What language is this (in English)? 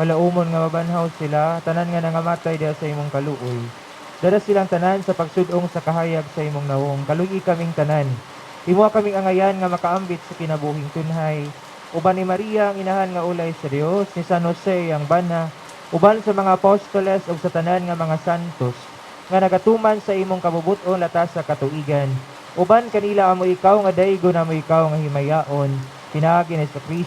Cebuano